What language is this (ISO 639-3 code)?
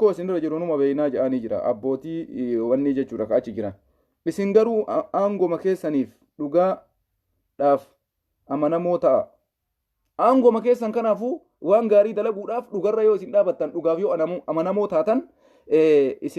orm